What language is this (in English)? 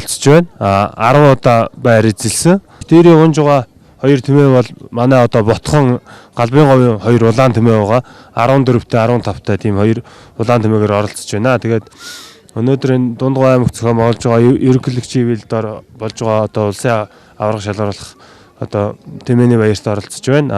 Mongolian